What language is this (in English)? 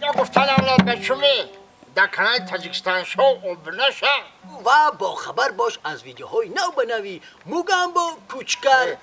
Tajik